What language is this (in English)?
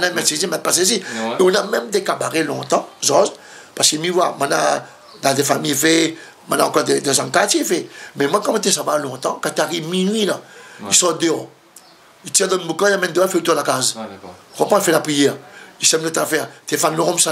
Réunion Creole French